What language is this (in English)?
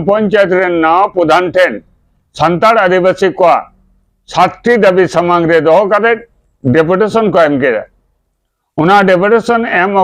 Santali